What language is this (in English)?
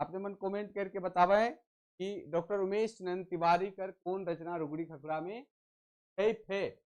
Sadri